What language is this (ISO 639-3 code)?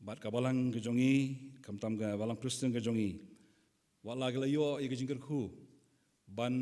kha